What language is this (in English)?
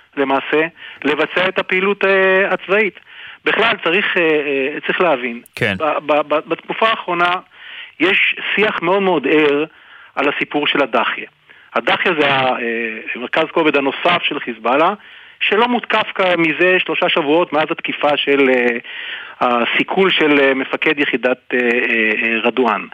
Hebrew